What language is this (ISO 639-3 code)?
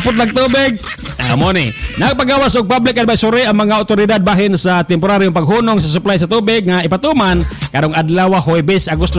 ceb